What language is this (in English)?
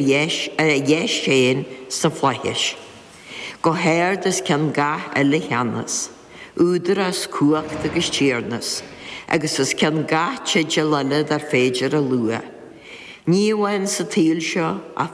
Irish